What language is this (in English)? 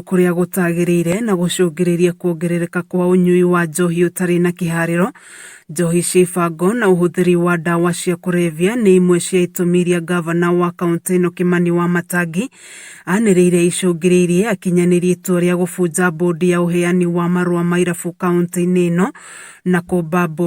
Kikuyu